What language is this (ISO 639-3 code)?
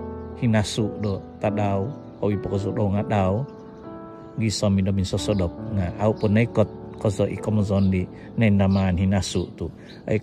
dtp